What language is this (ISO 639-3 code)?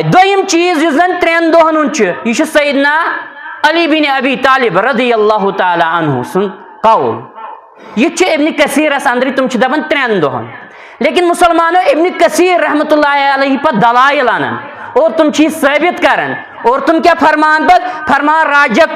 kas